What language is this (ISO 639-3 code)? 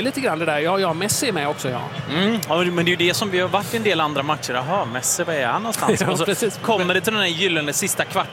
swe